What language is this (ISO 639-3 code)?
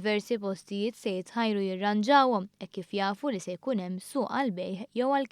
mlt